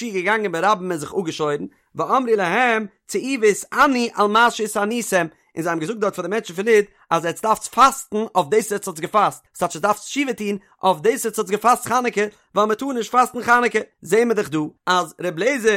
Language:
Yiddish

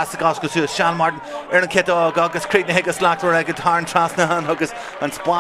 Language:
Irish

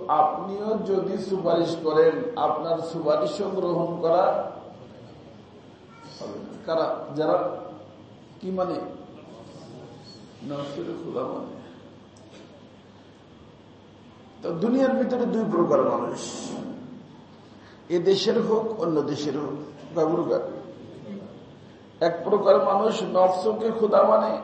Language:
Bangla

